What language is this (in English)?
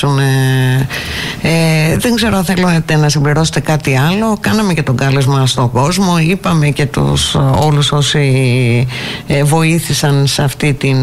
Greek